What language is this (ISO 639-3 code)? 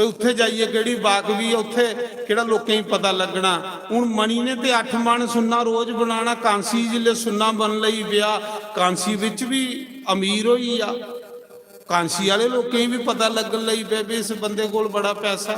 doi